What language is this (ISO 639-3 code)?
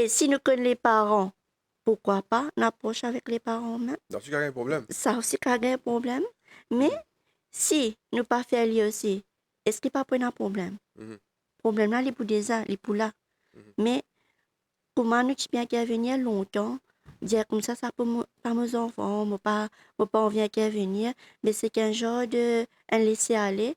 mfe